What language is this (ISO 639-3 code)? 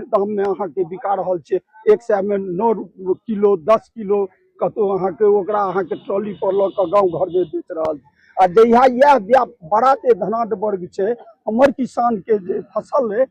mai